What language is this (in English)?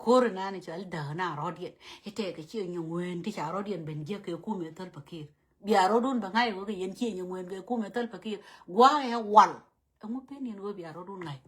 Nuer